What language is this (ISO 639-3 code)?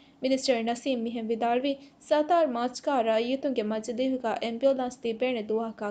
div